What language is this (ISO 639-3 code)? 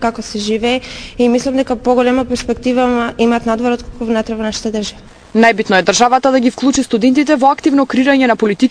mkd